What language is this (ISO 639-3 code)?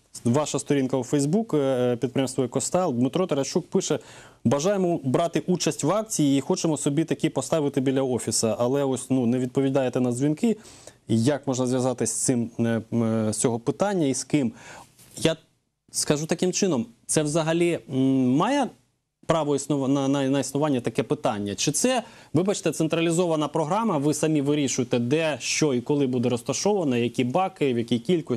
ukr